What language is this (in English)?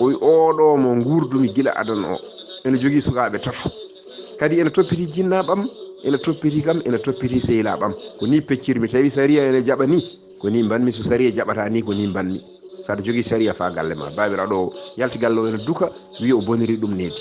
Fula